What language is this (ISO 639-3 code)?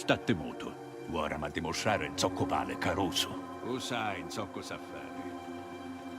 scn